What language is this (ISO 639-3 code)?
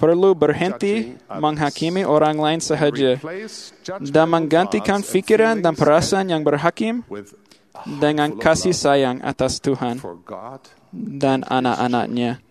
msa